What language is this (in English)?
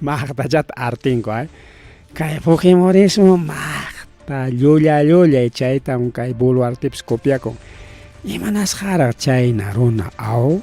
Ayacucho Quechua